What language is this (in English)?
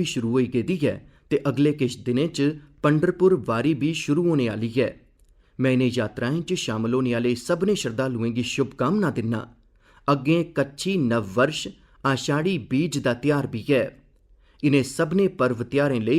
Dogri